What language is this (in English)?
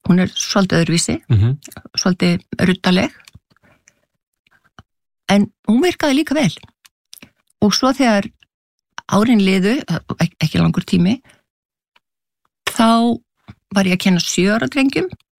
Icelandic